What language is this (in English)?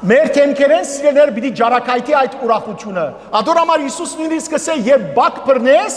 Western Armenian